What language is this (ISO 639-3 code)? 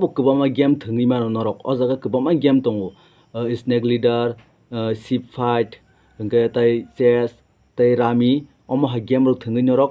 trp